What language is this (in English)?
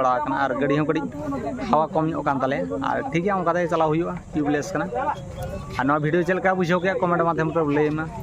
Santali